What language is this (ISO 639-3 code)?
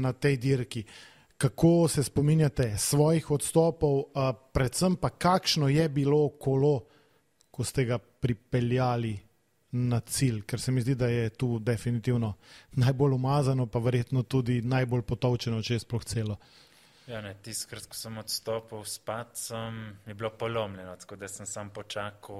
slv